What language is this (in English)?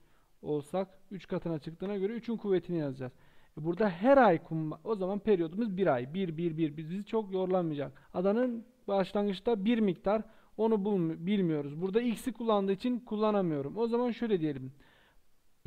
Turkish